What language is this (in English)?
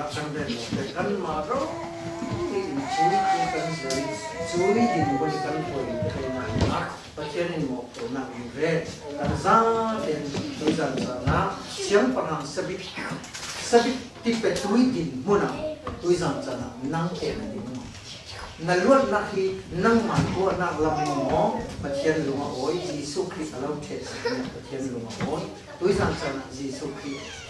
Falam Chin